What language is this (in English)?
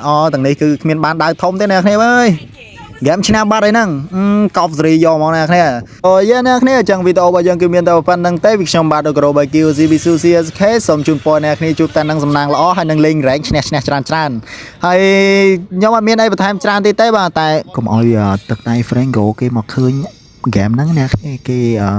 Khmer